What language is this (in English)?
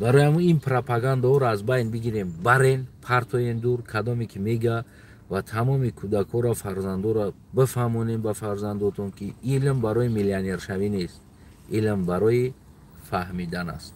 Tajik